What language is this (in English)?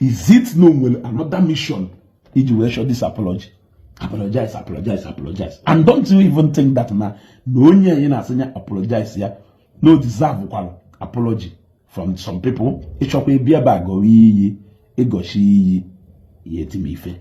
Igbo